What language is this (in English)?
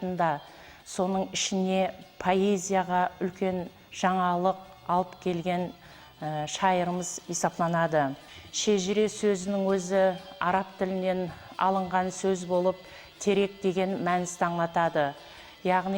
Kara-Kalpak